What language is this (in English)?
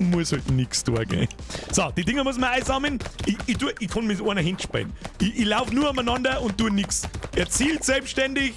Bavarian